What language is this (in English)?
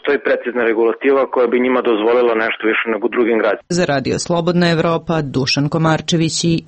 Serbian